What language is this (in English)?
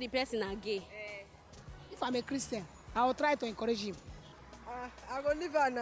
Nigerian Pidgin